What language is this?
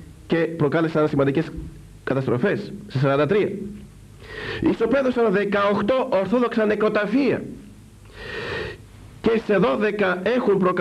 Greek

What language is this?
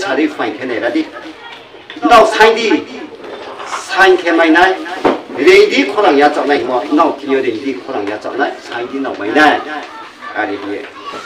Riang (India)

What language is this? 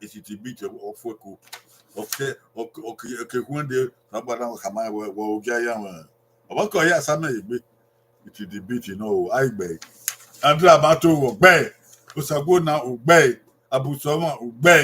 Bini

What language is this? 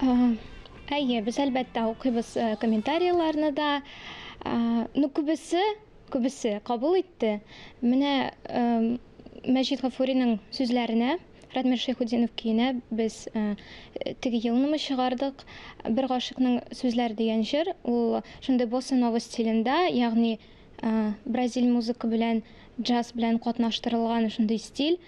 Tatar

